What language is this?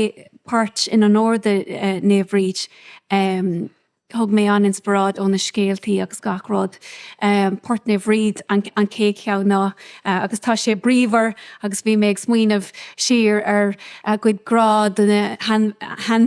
Irish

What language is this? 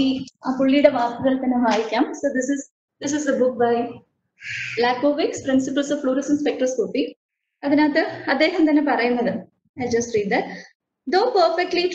Malayalam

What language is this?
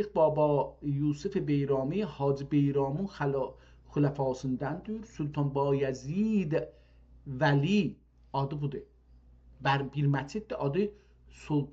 South Azerbaijani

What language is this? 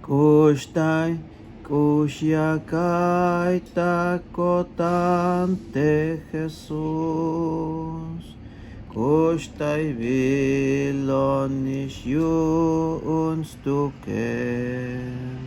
Tzeltal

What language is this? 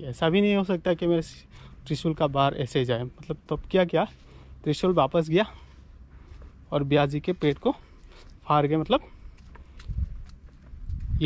Hindi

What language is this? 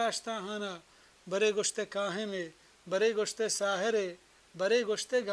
Baluchi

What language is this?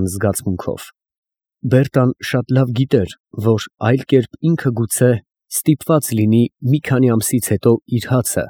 Armenian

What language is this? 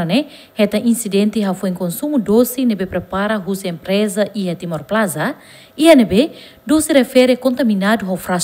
Tetum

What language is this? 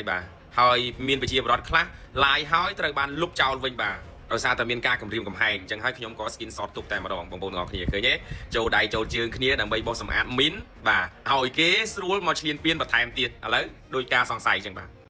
Khmer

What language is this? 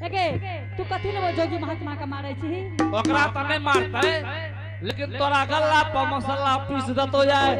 Angika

